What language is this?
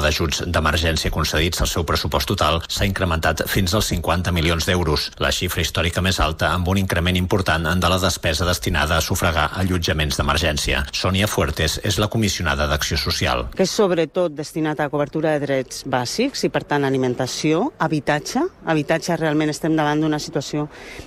Catalan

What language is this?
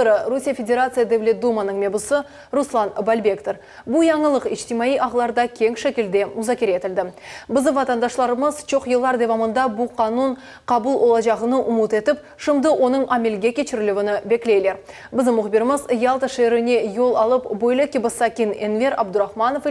Crimean Tatar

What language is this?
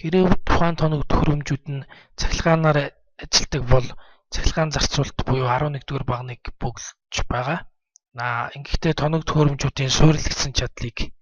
Mongolian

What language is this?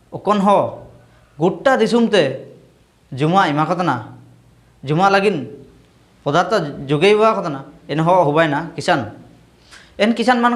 Ho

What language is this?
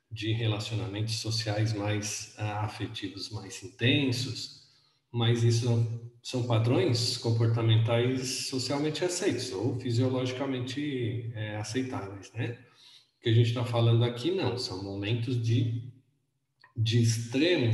Portuguese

